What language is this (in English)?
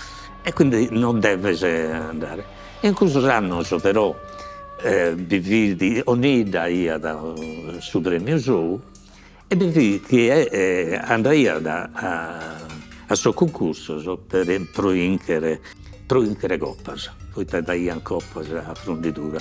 Sardinian